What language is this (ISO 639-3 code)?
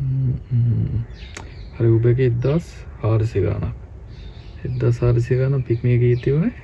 sin